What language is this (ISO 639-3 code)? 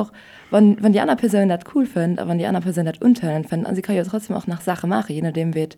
ltz